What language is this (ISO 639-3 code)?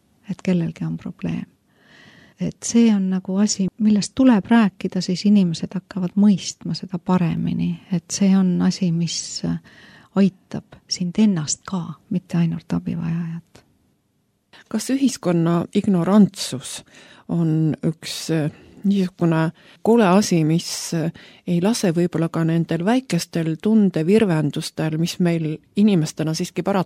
est